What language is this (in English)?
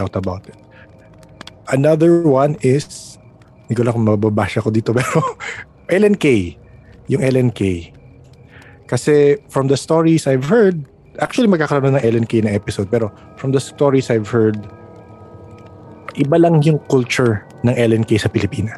Filipino